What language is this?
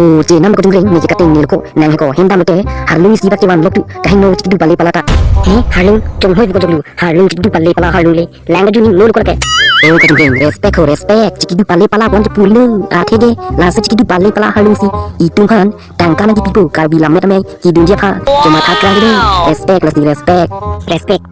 Karbi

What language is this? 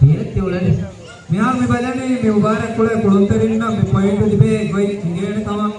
Divehi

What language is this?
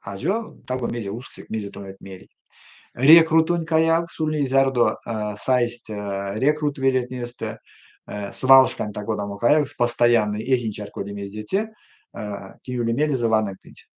Erzya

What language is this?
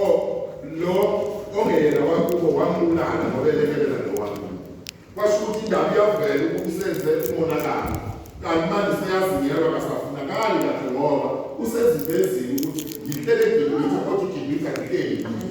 Zulu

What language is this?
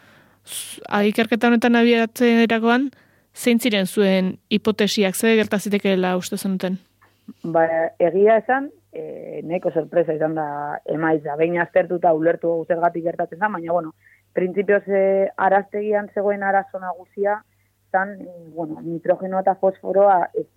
Basque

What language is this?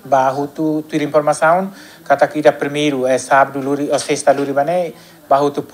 Tetum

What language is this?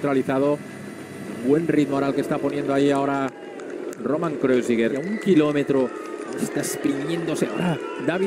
Spanish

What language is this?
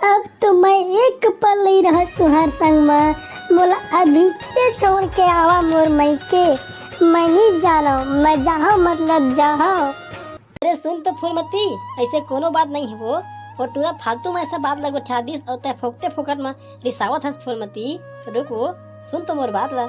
Chhattisgarhi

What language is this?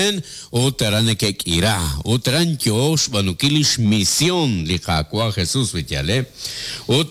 Kekchí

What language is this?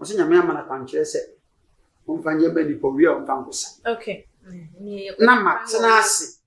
Akan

